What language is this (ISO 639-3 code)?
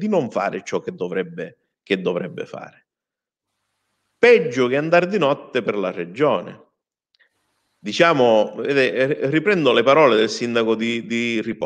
ita